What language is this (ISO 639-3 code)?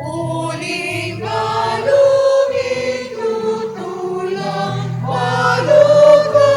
pam